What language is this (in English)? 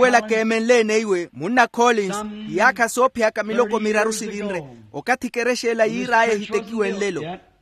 Makhuwa